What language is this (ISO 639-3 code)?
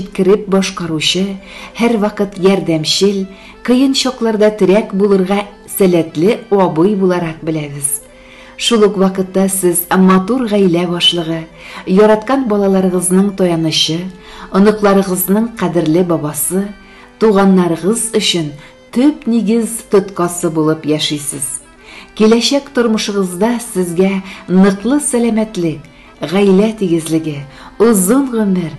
tat